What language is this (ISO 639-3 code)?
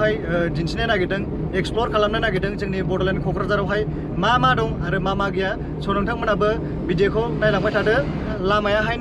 brx